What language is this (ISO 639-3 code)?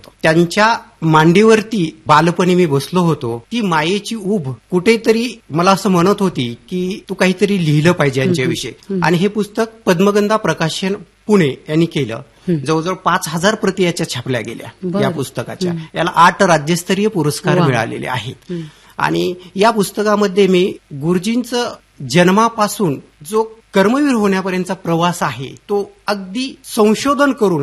mar